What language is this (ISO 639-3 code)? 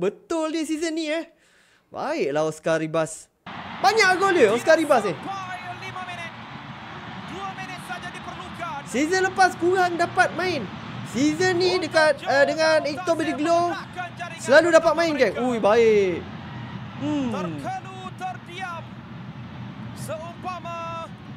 msa